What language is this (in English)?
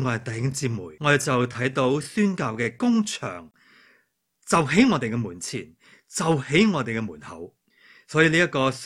Cantonese